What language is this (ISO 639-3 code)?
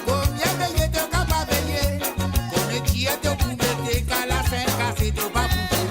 mfe